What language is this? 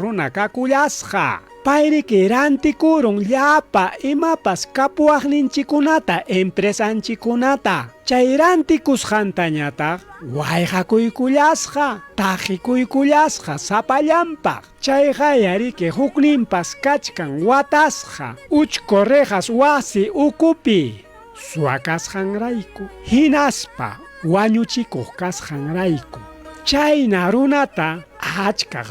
Ayacucho Quechua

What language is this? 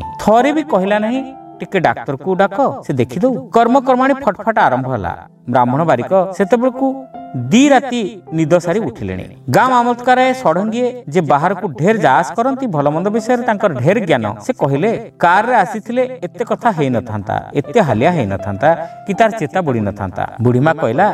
Odia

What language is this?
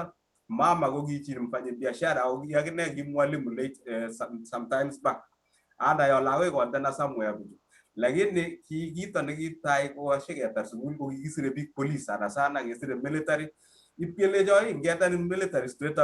Kalenjin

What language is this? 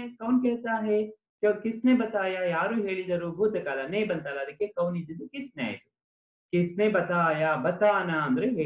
Kannada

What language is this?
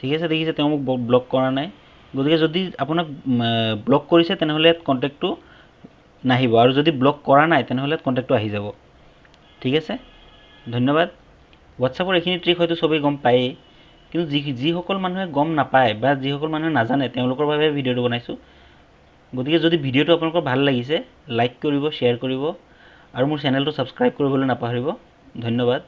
Assamese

